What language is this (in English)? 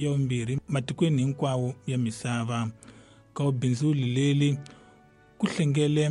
Tsonga